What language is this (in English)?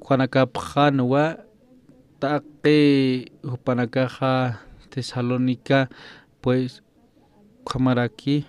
Aymara